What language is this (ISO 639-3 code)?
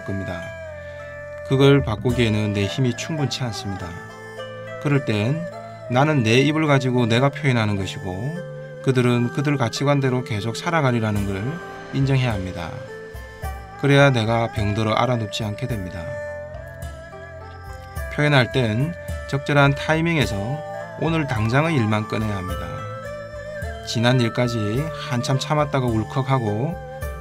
kor